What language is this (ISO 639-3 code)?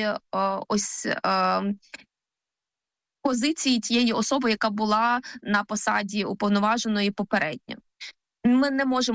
ukr